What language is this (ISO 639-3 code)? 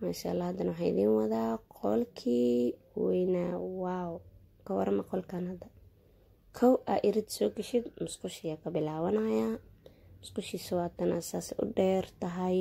som